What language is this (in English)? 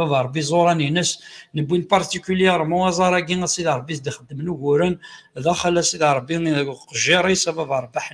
Kabyle